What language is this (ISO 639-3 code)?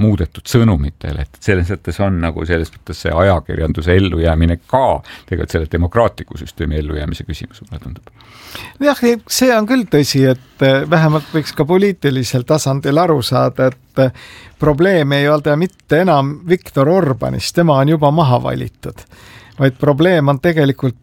est